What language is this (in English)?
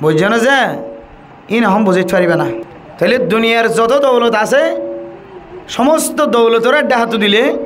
Rohingya